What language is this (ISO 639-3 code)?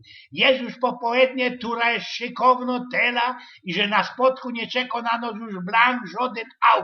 szl